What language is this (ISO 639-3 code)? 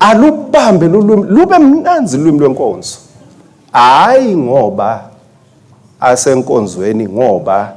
ssw